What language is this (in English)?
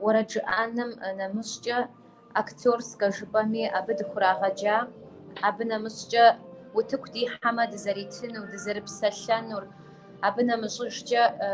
Kabardian